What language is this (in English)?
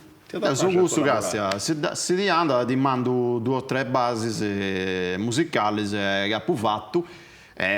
Sardinian